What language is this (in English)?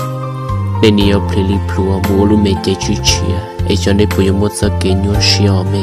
Hmong